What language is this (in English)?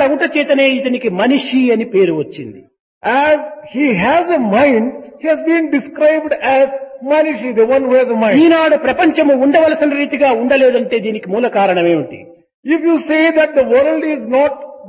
Telugu